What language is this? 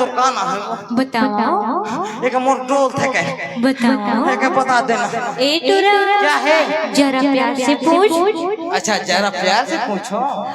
Chhattisgarhi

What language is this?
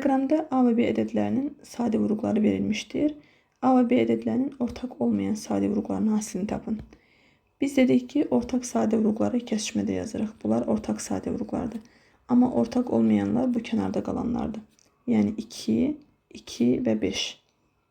Azerbaijani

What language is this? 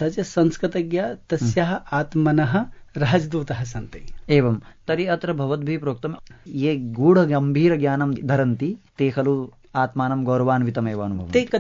Sanskrit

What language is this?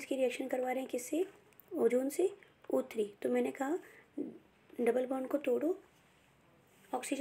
Hindi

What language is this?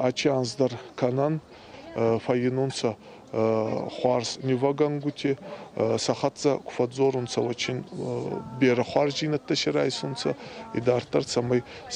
Ossetic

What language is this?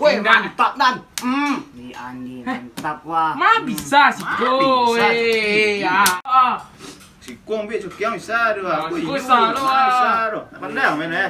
Minangkabau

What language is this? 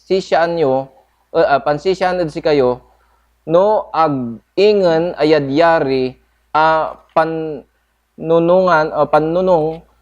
Pangasinan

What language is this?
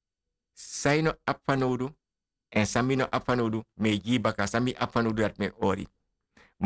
Sranan Tongo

